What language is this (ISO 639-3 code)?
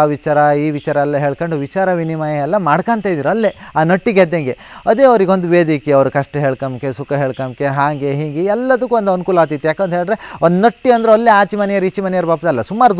kan